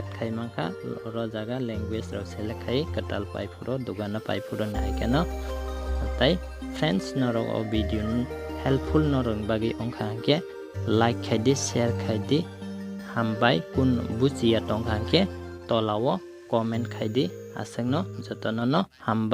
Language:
Kok Borok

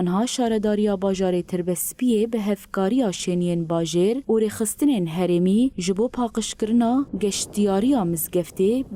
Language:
Kurdish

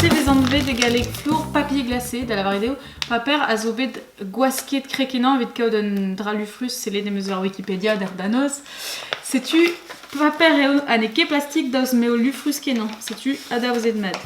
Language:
Breton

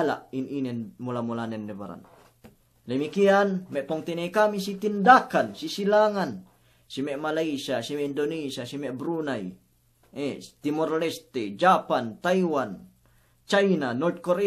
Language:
Yakan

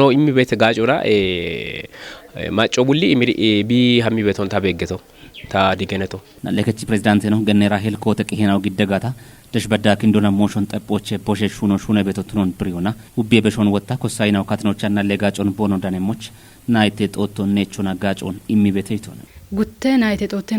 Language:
Kafa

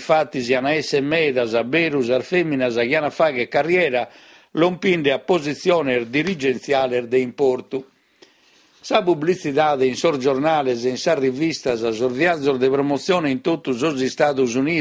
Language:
Sardinian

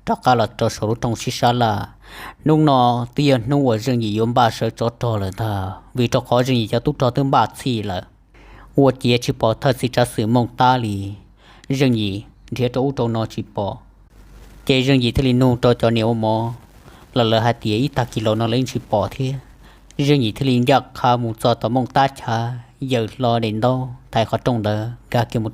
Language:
Hmong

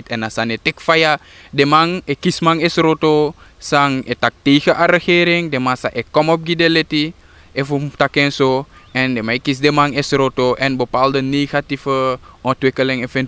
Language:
Sranan Tongo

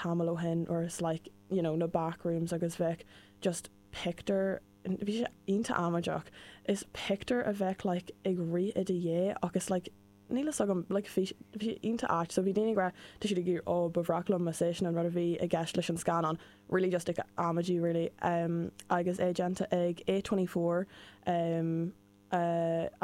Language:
Irish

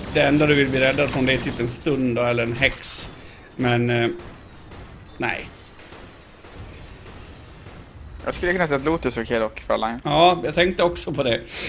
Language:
Swedish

